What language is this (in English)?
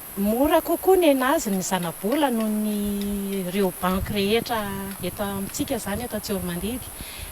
Malagasy